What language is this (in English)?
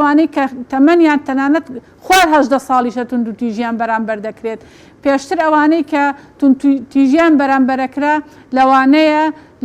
Central Kurdish